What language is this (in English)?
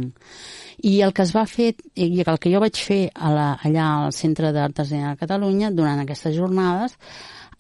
Catalan